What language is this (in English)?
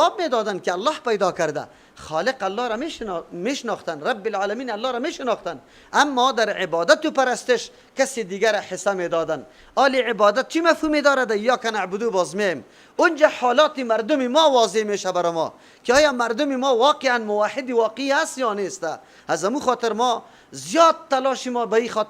Persian